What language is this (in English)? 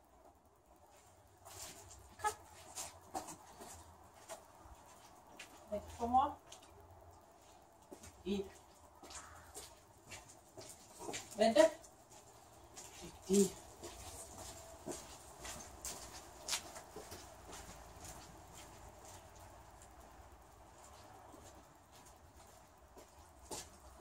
Danish